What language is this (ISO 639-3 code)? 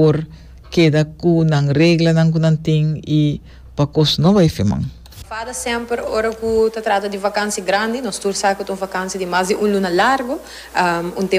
pap